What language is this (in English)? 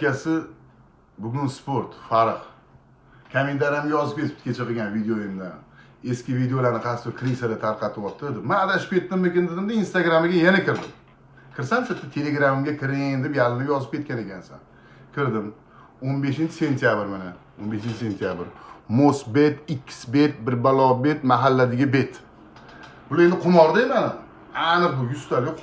Uzbek